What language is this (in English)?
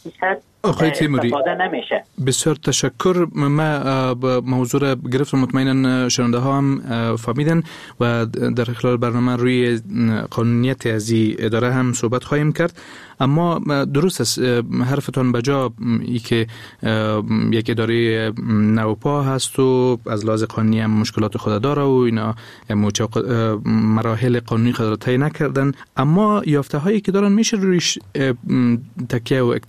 Persian